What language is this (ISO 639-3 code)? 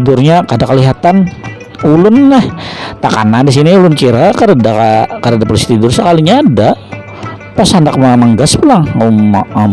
bjn